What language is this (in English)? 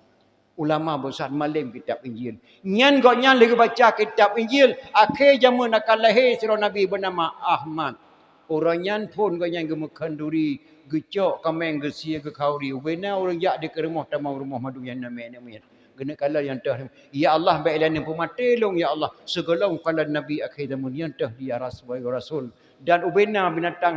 Achinese